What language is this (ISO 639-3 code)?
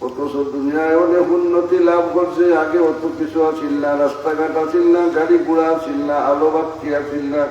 syl